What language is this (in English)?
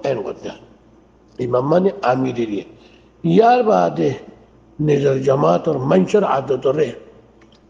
Rohingya